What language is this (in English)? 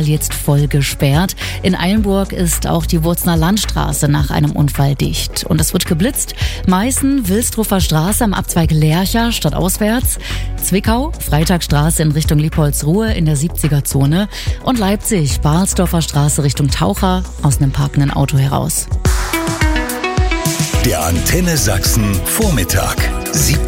German